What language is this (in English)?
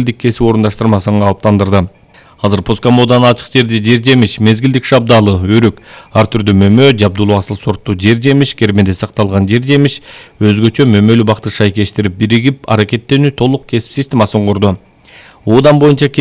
Kyrgyz